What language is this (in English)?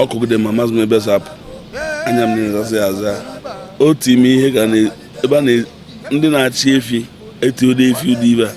Igbo